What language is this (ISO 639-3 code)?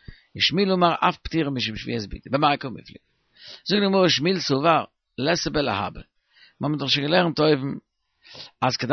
yid